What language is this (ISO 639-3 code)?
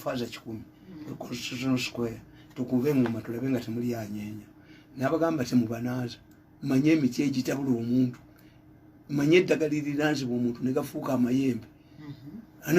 lug